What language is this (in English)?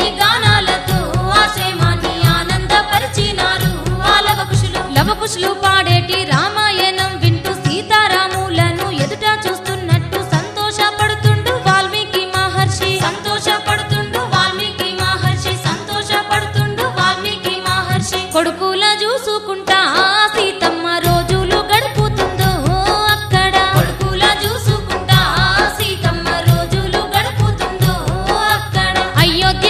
Telugu